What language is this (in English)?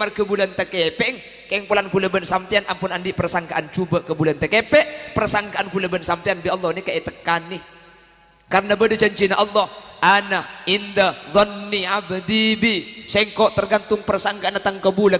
Madurese